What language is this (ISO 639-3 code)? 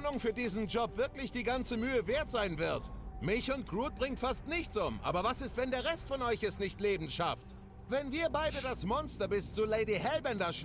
gsw